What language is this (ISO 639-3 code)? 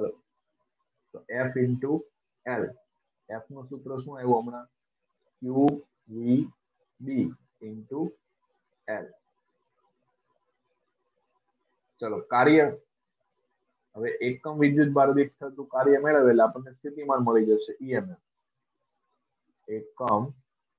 guj